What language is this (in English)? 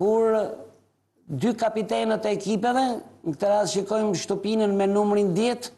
Albanian